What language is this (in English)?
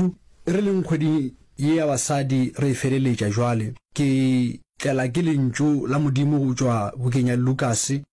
Northern Sotho